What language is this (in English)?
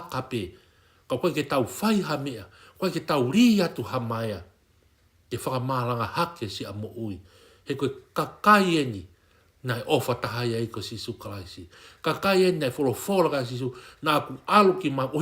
Tongan